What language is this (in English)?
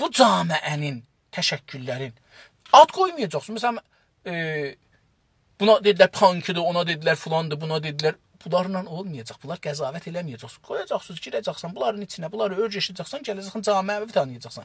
South Azerbaijani